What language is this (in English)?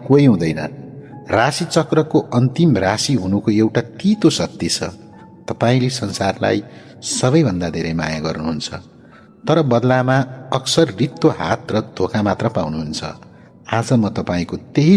Nepali